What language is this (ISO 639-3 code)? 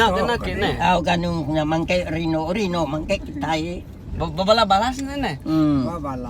iba